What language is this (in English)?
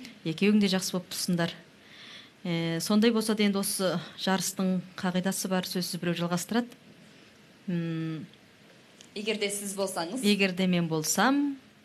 Kazakh